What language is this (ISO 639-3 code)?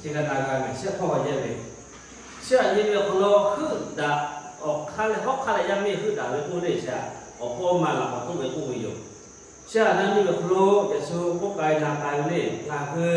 lhu